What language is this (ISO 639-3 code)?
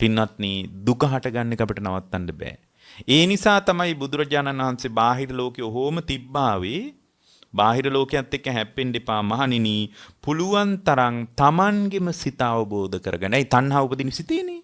sin